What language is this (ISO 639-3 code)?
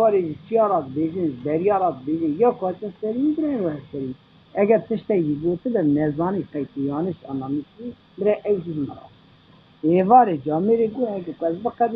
kur